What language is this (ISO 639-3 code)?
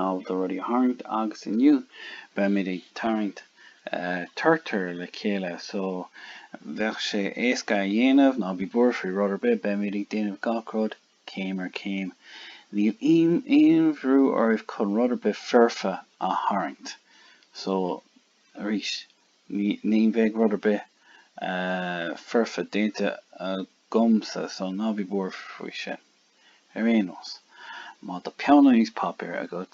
gle